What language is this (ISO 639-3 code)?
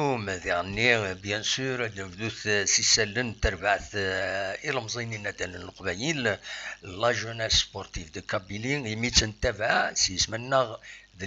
kab